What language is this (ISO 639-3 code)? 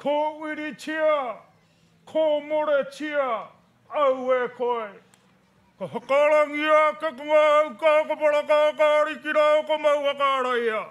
mri